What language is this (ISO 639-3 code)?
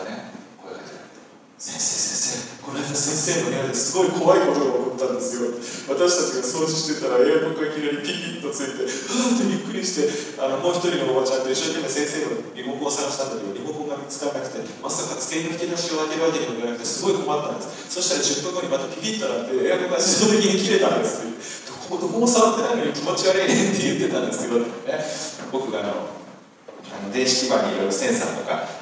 jpn